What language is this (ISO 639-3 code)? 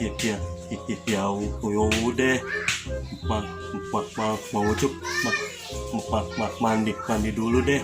bew